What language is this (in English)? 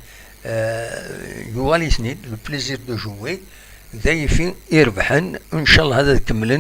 Kabyle